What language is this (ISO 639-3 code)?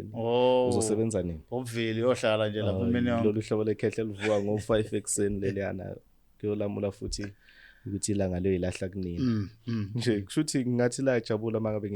zul